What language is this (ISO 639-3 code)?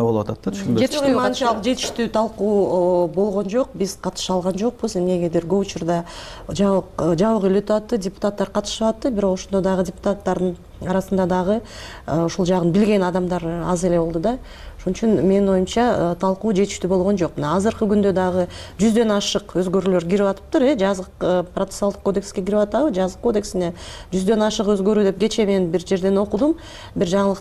kir